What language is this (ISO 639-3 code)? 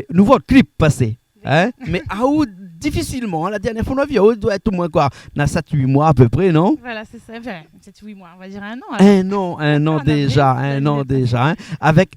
rcf